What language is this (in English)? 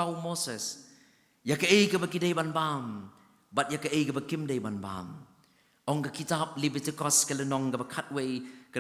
Khasi